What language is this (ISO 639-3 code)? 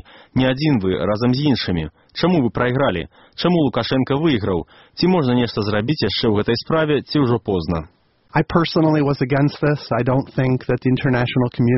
bel